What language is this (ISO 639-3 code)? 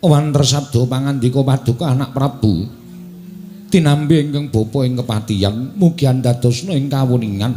jav